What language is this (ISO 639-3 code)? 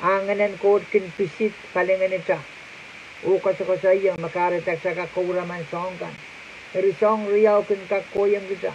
pon